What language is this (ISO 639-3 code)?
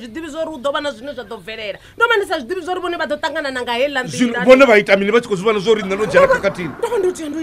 ven